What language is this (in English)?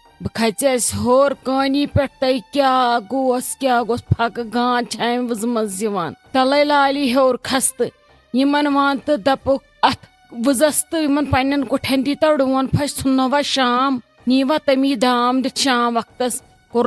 Kashmiri